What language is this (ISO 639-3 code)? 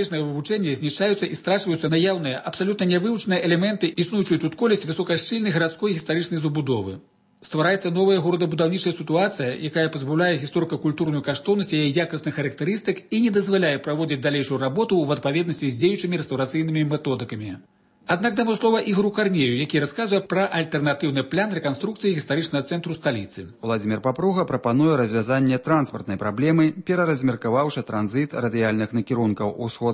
bel